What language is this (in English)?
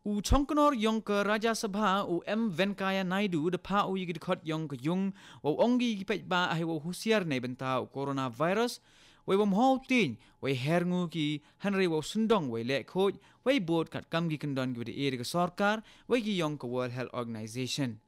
Khasi